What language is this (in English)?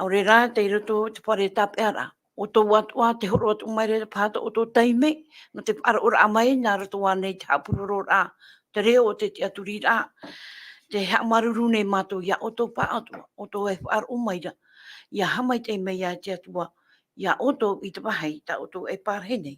Tahitian